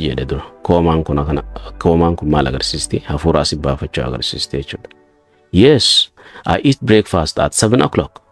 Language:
Oromo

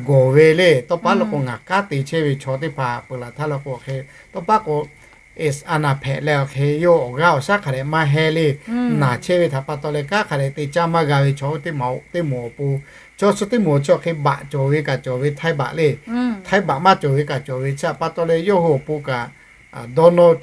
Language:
Lahu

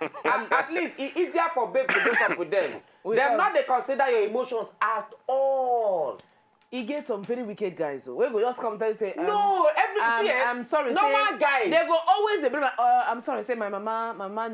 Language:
Nigerian Pidgin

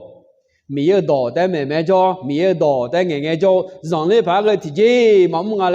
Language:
Akha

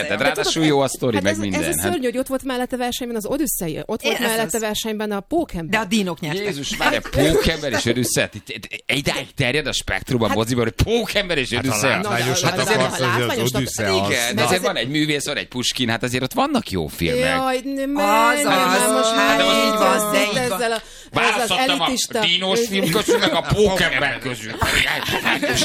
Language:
Hungarian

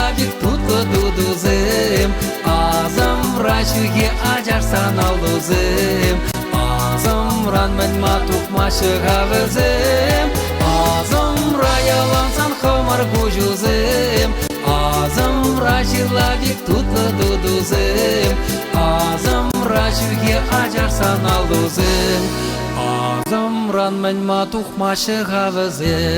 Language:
Chuvash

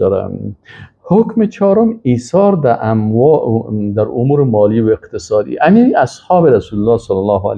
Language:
Persian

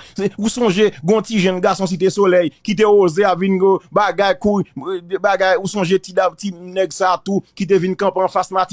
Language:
Haitian Creole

